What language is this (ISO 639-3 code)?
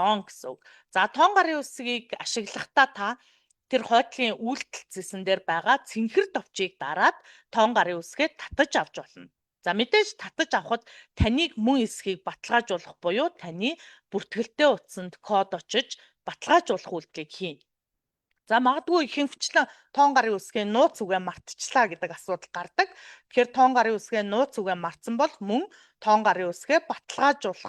mon